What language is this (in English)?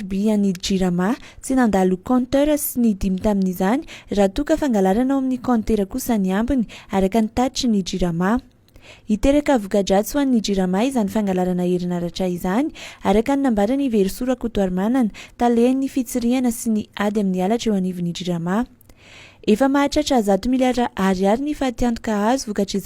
Malagasy